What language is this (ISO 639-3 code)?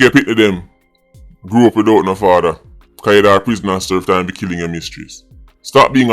jam